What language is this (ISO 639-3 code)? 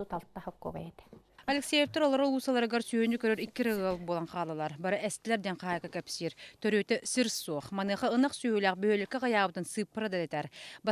sah